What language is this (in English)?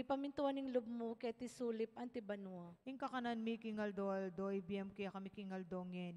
Pampanga